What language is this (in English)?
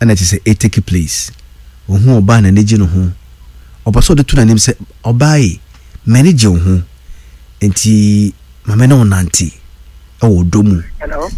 Akan